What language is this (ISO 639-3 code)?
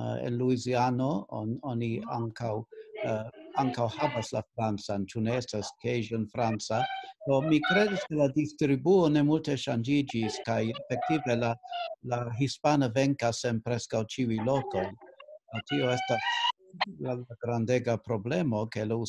epo